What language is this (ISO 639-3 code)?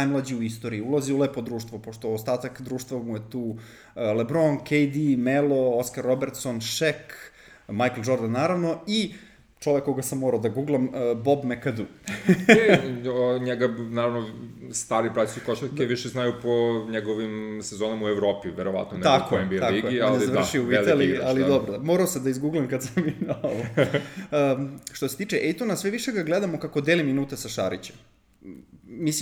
srp